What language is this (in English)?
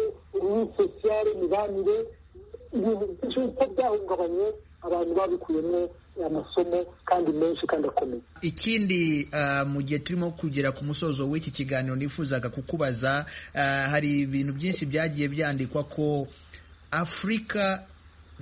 Kinyarwanda